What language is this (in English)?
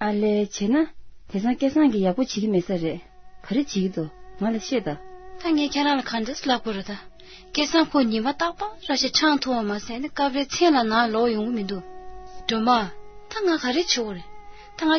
Tibetan